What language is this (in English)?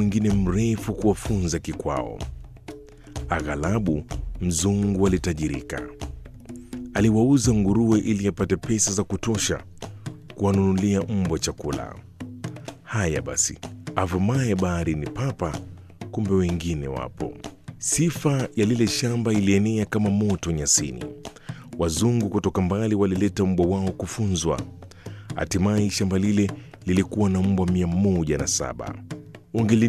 Swahili